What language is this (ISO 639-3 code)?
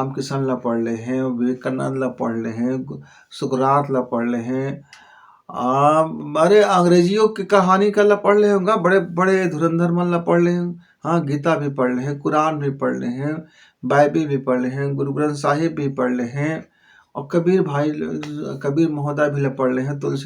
hne